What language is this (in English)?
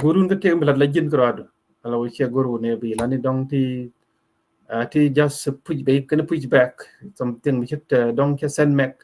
Nuer